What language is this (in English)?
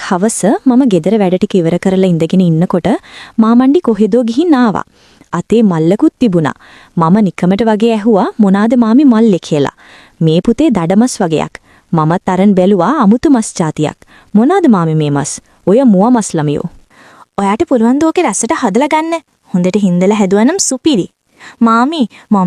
Sinhala